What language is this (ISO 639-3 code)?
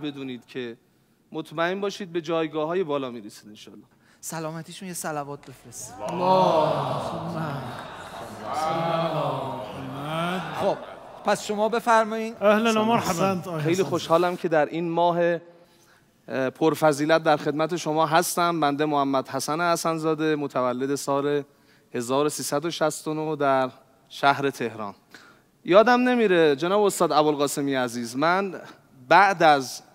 fas